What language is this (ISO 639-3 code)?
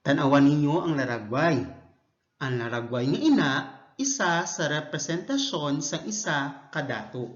hil